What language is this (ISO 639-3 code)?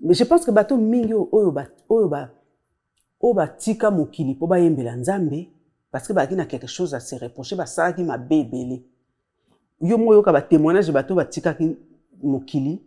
lin